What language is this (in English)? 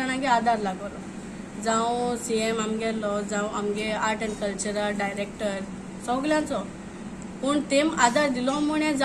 Konkani